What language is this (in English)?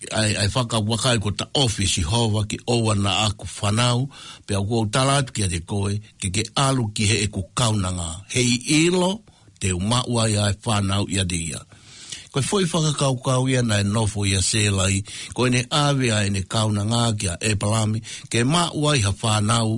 Tongan